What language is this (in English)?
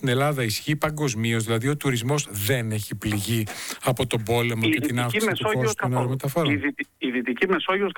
Greek